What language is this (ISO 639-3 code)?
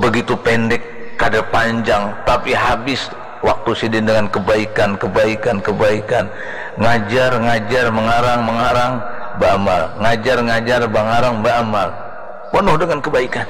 bjn